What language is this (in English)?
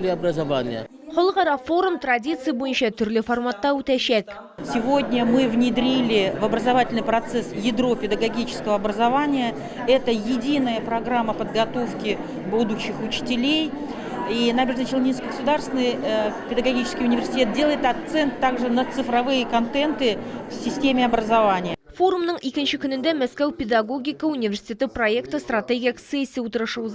Tatar